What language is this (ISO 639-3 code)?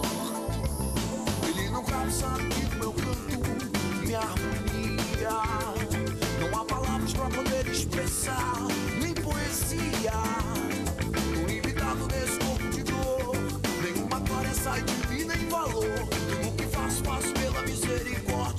por